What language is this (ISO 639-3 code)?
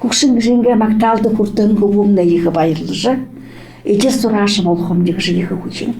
bua